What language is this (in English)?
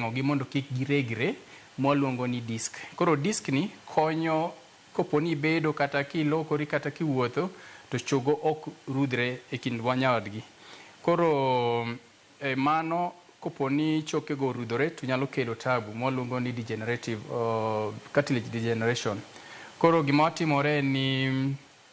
Luo (Kenya and Tanzania)